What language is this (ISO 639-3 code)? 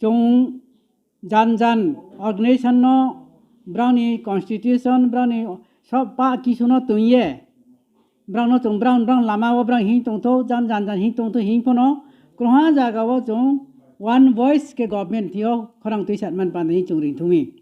ria